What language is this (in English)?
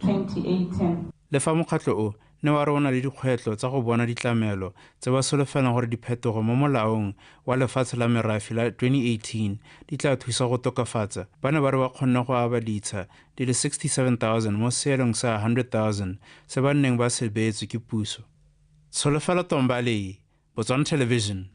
Tswana